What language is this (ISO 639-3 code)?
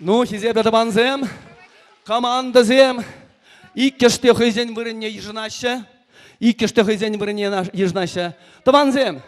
chv